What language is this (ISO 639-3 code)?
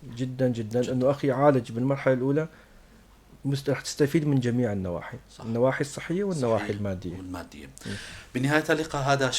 apc